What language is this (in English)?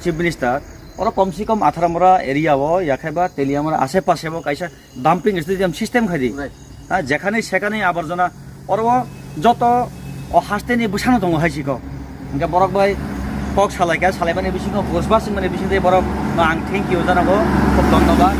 Kok Borok